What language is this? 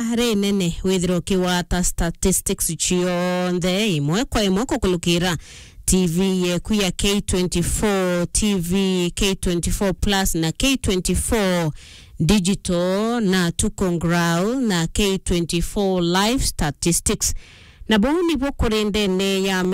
Meru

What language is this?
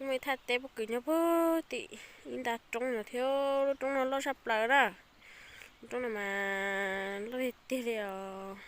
Hmong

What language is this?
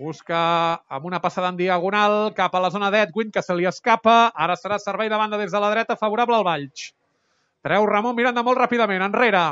Catalan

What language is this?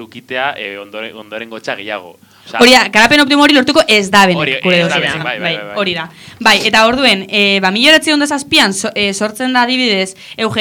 Basque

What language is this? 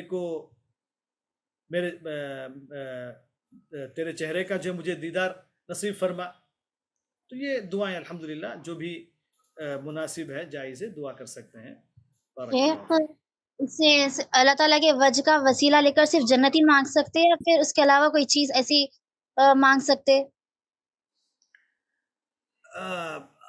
Urdu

